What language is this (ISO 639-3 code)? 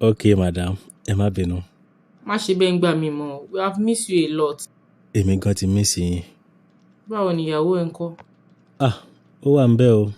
yor